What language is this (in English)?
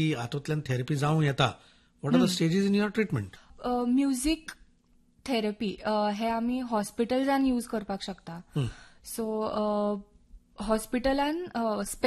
Konkani